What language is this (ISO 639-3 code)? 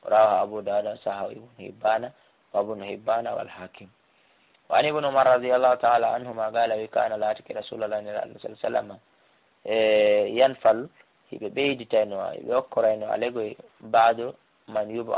ful